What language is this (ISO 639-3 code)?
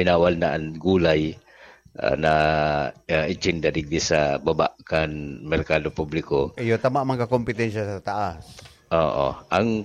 bik